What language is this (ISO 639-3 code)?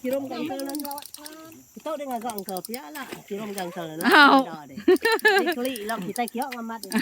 iba